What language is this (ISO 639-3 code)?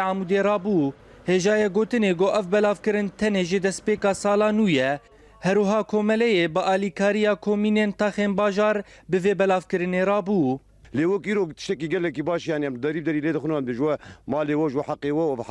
kur